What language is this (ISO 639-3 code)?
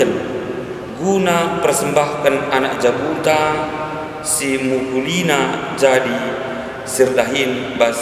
btx